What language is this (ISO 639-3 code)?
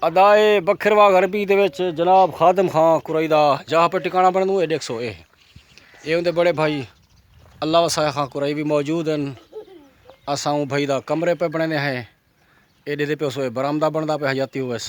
skr